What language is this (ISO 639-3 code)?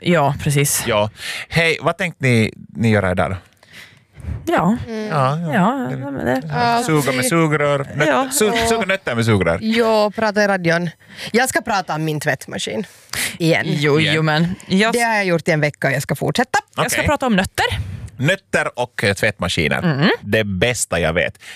swe